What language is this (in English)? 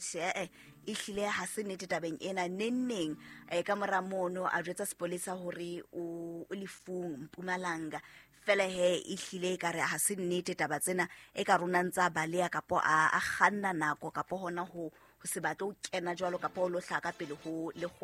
Southern Sotho